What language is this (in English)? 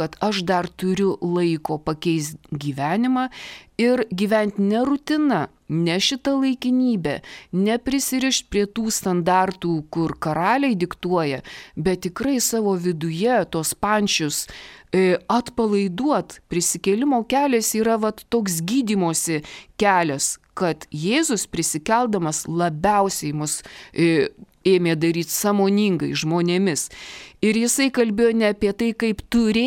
Lithuanian